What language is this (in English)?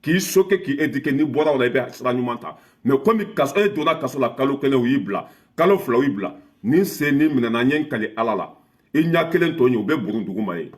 Bambara